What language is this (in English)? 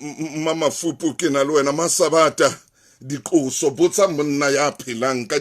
Southern Sotho